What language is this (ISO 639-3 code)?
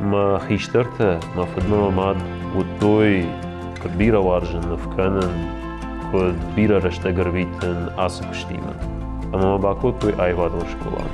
oss